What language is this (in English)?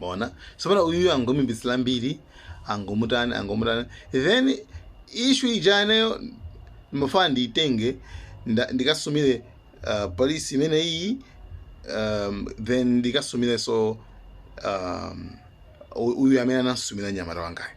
Nyanja